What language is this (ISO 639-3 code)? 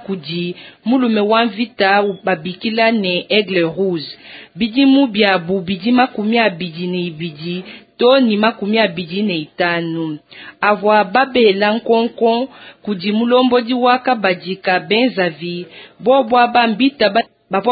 lua